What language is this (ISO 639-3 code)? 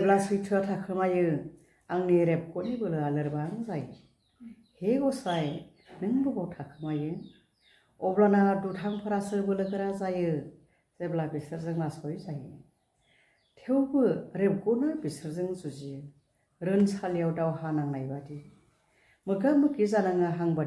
brx